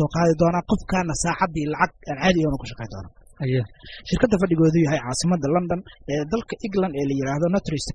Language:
Somali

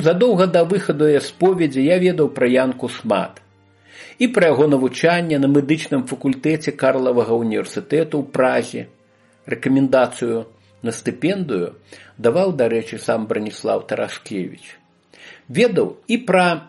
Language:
Belarusian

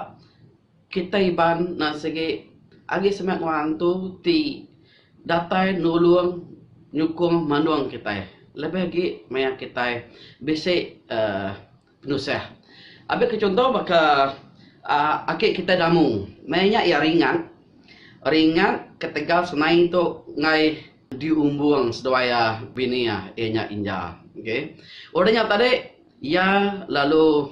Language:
Iban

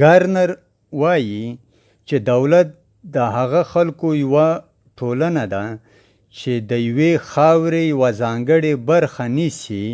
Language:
Pashto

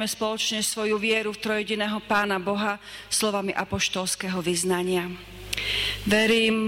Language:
Slovak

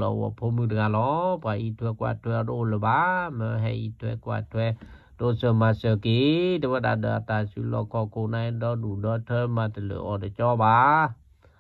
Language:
S'gaw Karen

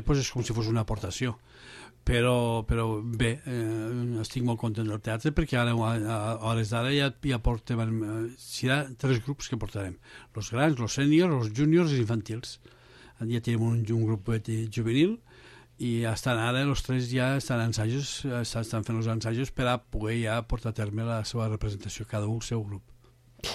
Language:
Catalan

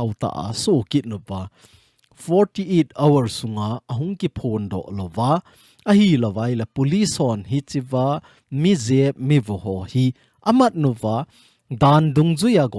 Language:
Thado Chin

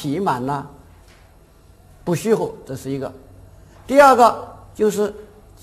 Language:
Chinese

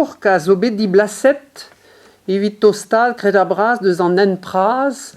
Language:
Breton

